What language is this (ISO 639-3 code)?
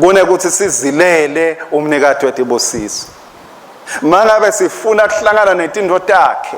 ssw